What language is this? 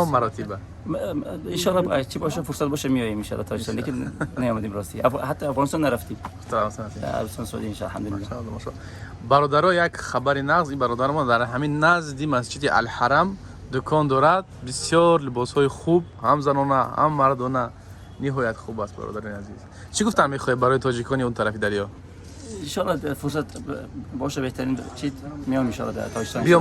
Tajik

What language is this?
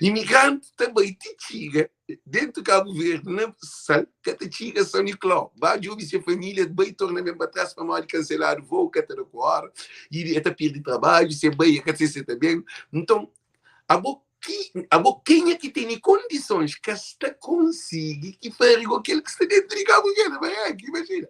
Kabuverdianu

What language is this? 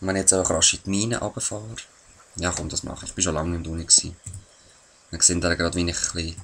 Swiss German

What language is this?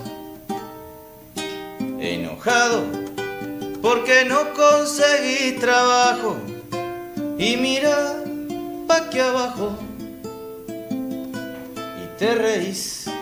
Spanish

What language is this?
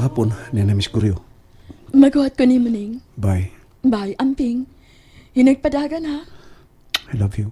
Cebuano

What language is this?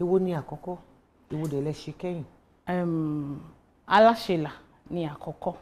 Yoruba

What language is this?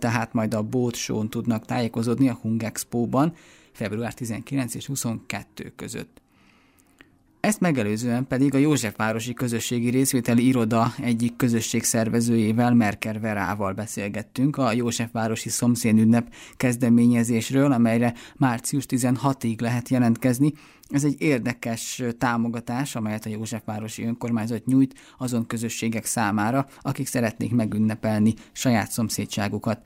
Hungarian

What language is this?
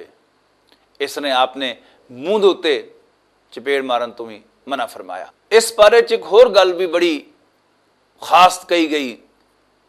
Western Panjabi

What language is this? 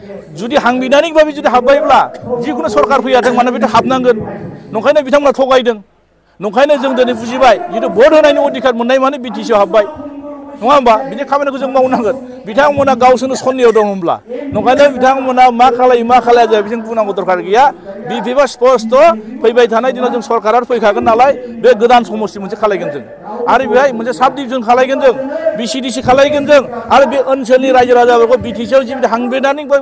Bodo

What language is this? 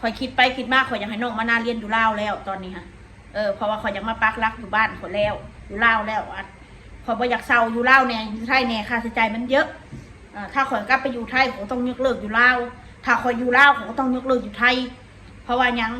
Northeastern Thai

